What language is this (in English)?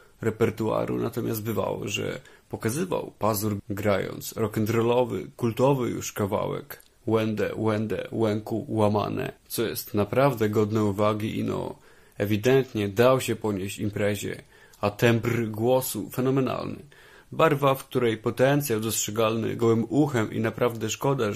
Polish